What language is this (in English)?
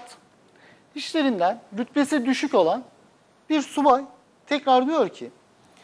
Turkish